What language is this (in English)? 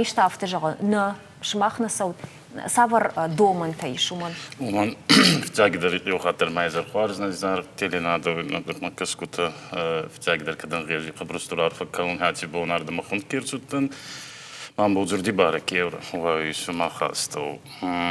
Ossetic